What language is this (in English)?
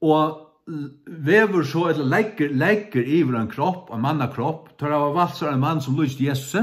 Faroese